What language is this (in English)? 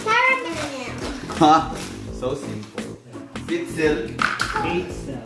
Cebuano